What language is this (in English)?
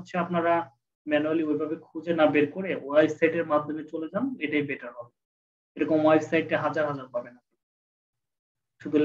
Bangla